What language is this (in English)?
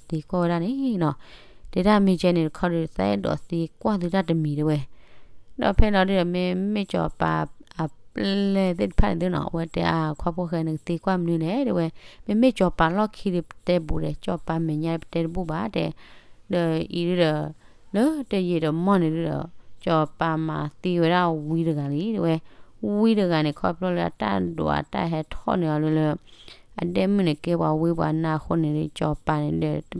S'gaw Karen